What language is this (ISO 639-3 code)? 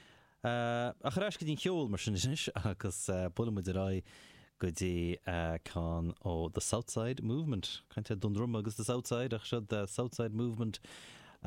gle